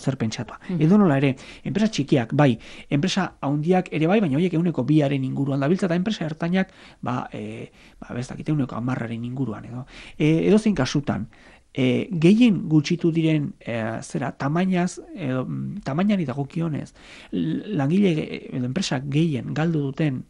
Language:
Basque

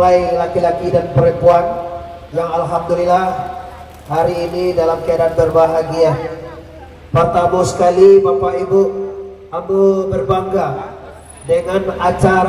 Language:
Minangkabau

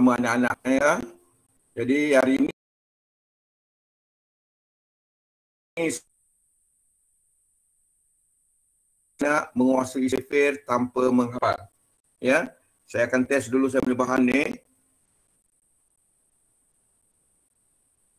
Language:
Malay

